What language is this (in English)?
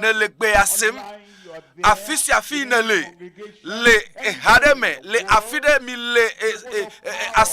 Ewe